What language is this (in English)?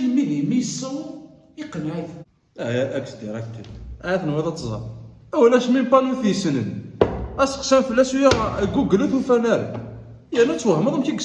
Kabyle